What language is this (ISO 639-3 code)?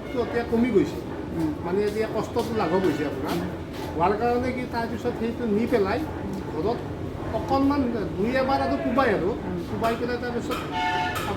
asm